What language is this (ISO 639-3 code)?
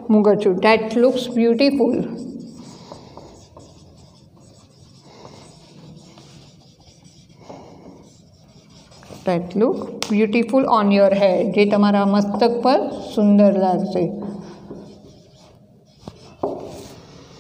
guj